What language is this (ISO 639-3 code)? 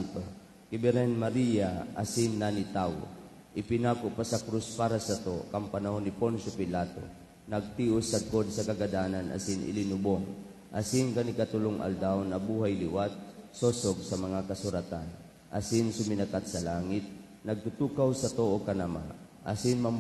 bik